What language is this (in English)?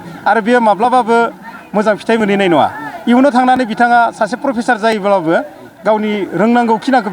Bodo